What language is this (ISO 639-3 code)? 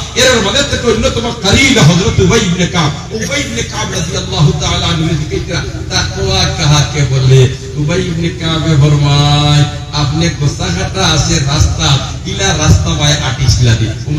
syl